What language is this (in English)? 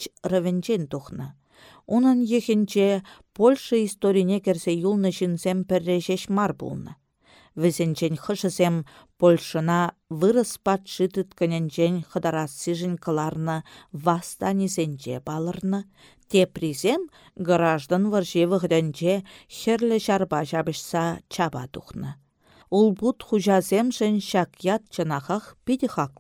Chuvash